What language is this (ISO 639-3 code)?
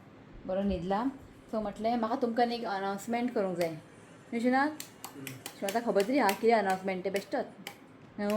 kok